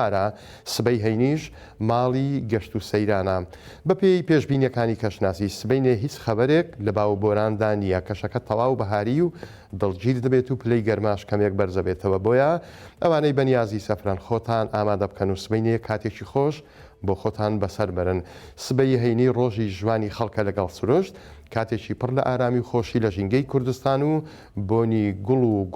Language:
Central Kurdish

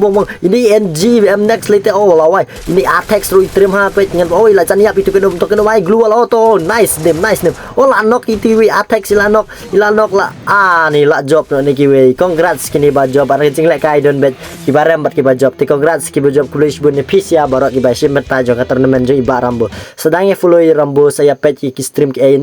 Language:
Khasi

